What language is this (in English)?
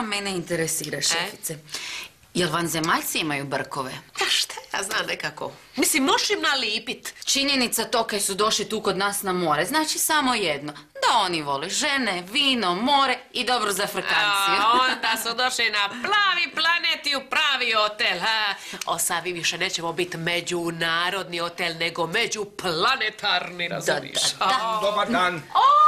Croatian